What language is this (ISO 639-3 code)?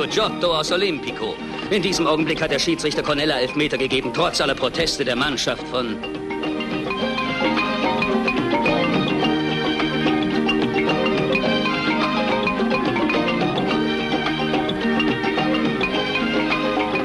deu